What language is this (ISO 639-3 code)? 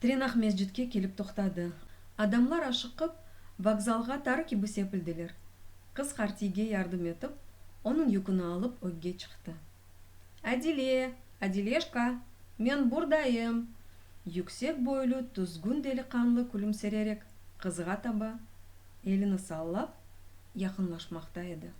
crh